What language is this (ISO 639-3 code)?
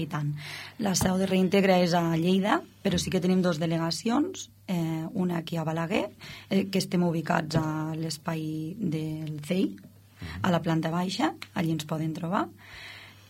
cat